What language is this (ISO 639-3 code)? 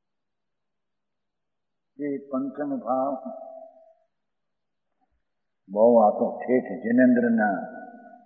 guj